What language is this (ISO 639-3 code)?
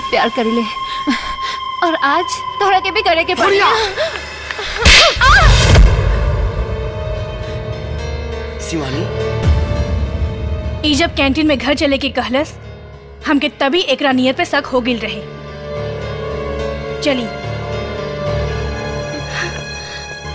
bho